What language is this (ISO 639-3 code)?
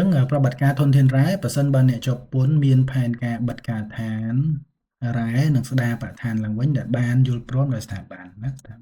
khm